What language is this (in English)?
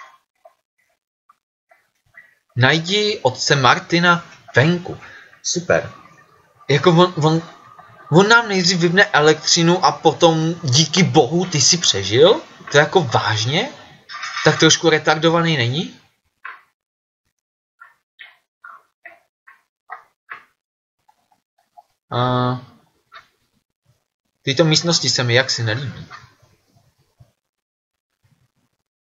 Czech